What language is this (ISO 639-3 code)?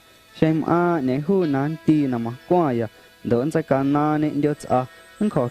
amu